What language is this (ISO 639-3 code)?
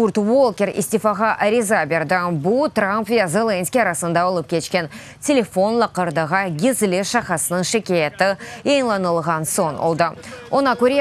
crh